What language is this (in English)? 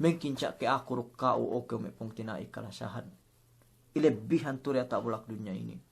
Yakan